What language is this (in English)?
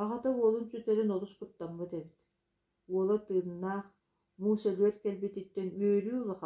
Yakut